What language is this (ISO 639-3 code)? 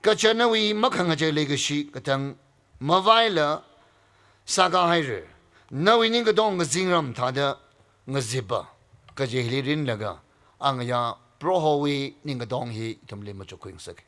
nmf